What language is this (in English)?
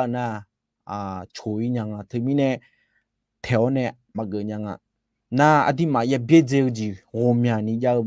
Akha